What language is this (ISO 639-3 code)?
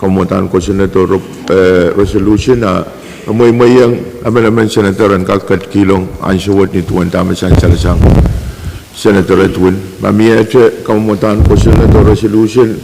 pon